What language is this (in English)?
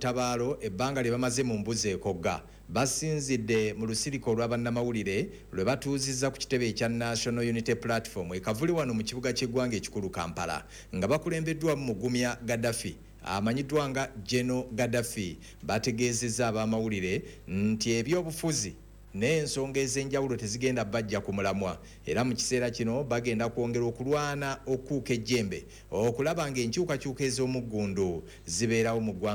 Ganda